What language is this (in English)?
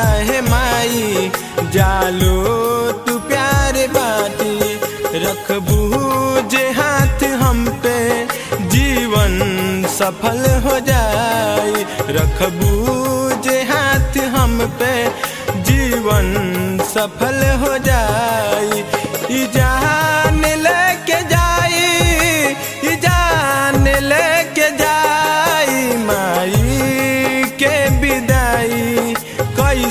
Bhojpuri